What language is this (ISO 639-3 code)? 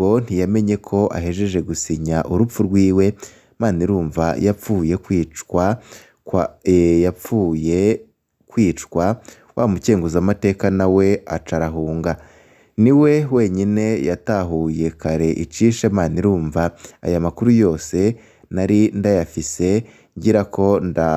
run